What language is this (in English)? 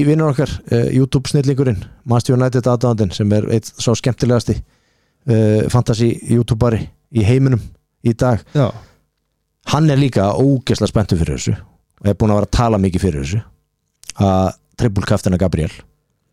Icelandic